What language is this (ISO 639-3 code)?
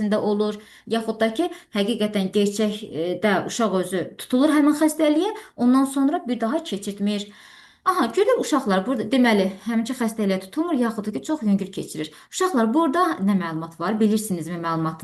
aze